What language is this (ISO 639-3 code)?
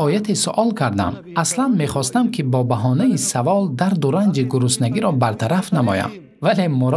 tgk